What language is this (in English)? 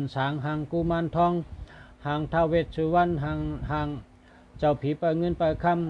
Shan